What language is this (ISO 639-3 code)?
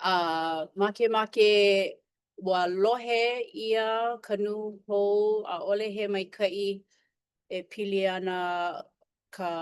haw